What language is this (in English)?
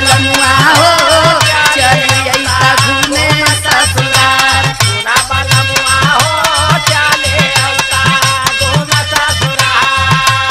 Bhojpuri